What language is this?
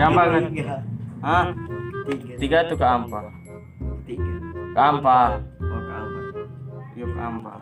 Manado Malay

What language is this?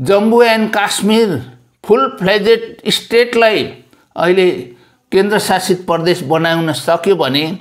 Nepali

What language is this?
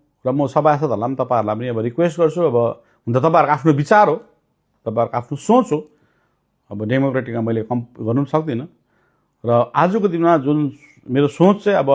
Nepali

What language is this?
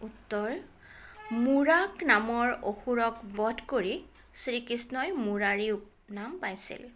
Assamese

